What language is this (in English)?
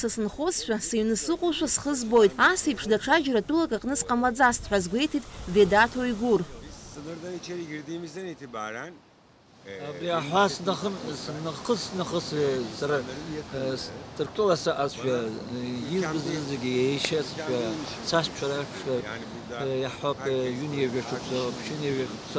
Abkhazian